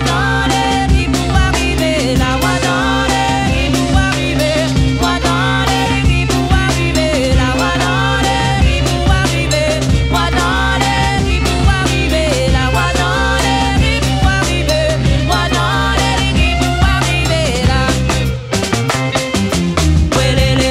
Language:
French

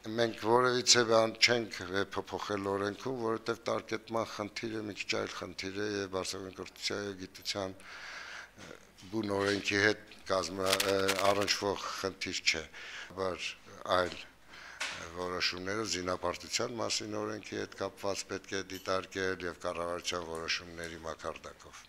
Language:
Armenian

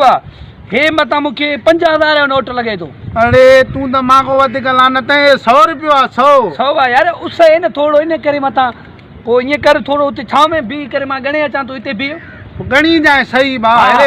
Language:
Sindhi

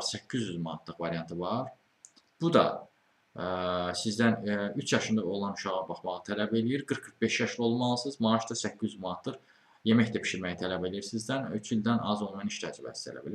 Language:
Azerbaijani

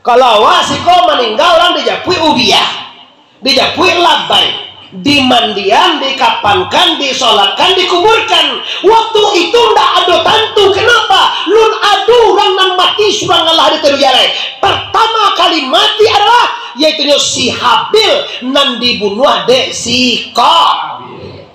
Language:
Minangkabau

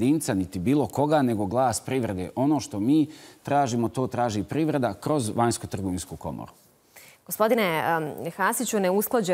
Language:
Bosnian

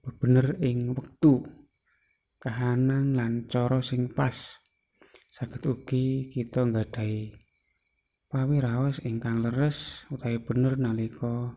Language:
Javanese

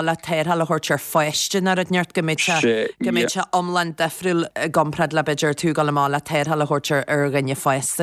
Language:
Irish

